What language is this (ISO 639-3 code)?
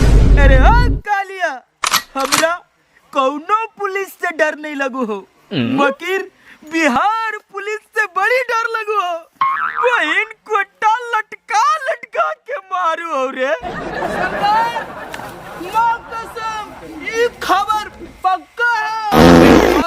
mag